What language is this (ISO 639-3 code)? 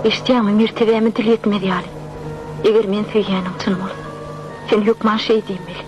tuk